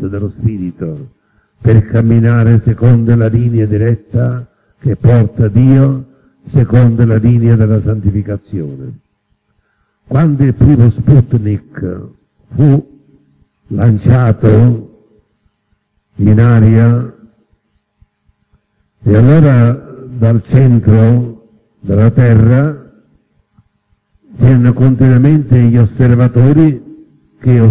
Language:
Italian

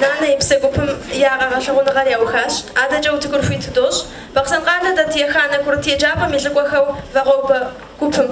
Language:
Kabardian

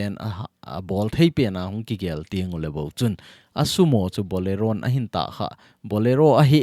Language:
Thado Chin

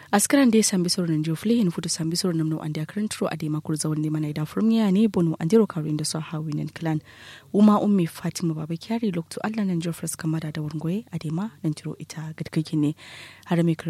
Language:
Kanuri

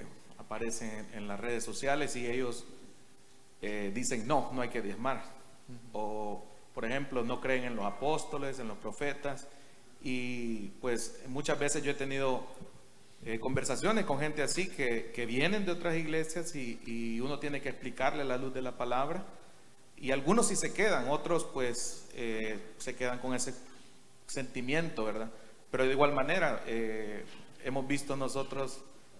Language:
Spanish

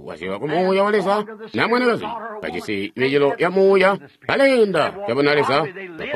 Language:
Tonga (Zambia)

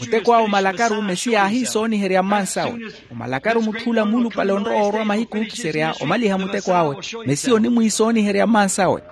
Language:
Makhuwa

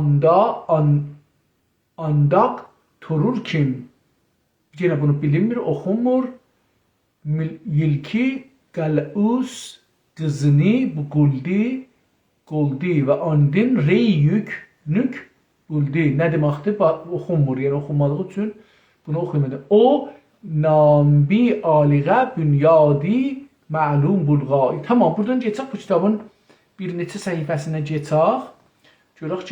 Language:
South Azerbaijani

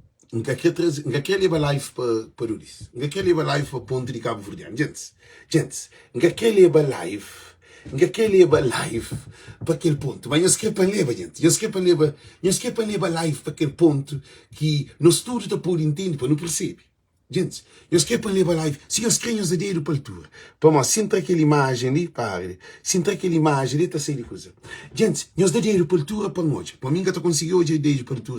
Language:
Kabuverdianu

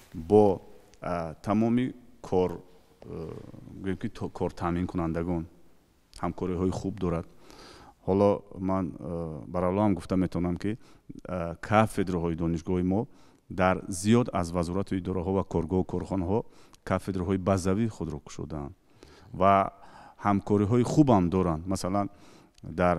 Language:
Tajik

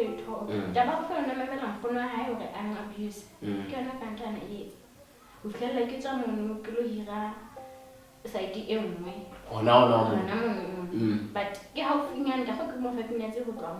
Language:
Southern Sotho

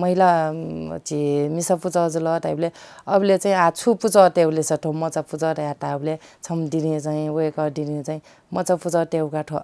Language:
Newari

